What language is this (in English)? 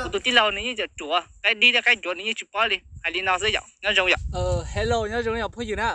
Hmong